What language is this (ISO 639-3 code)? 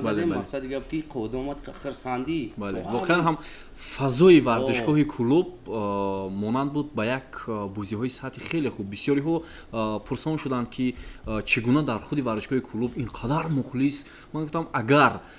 tgk